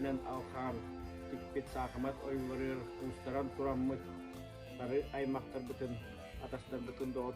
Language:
Yakut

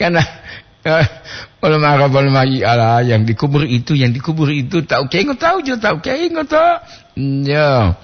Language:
Gorontalo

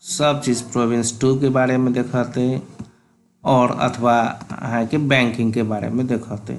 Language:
Maithili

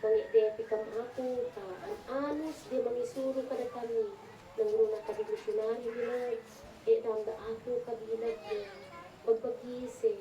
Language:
Isnag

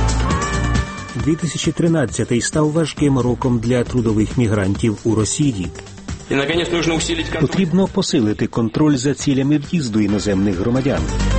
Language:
Ukrainian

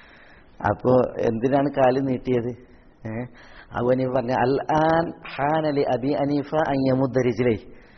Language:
Malayalam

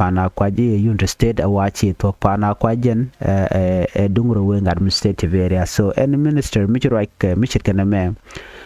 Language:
Nuer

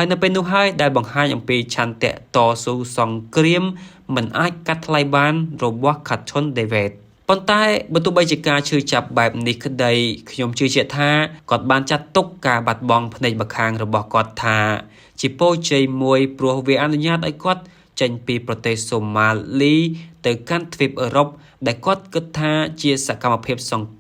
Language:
Khmer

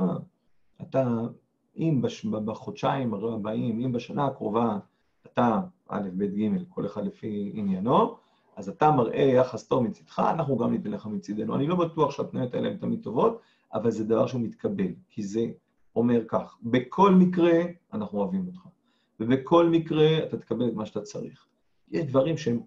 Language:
Hebrew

